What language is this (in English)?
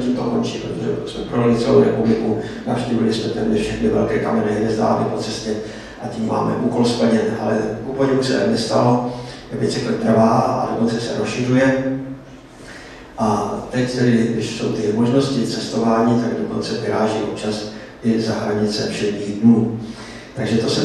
Czech